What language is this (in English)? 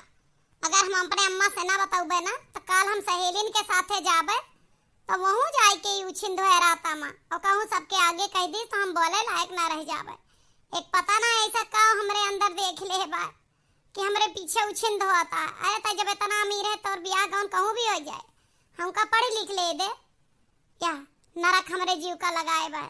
Awadhi